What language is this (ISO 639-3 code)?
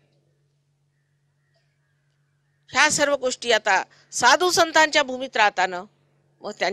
mar